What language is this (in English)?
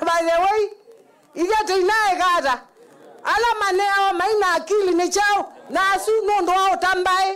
Kamba